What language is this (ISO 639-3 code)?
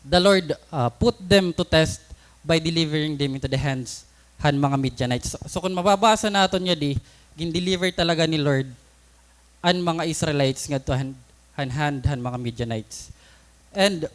war